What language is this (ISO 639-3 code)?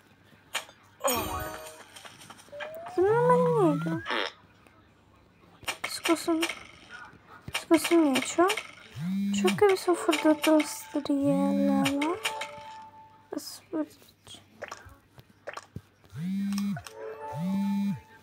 slk